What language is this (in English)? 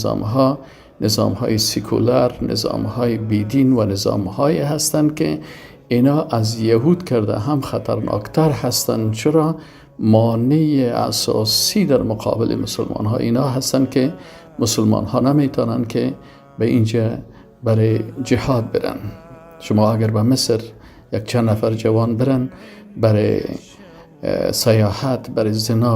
Persian